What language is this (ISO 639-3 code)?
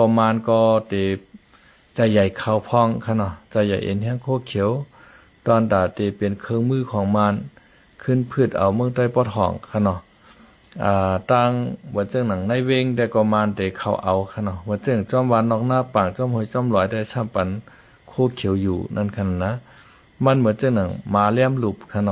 shn